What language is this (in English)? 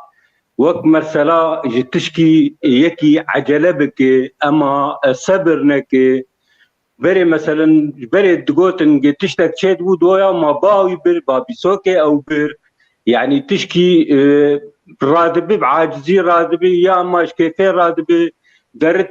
Kurdish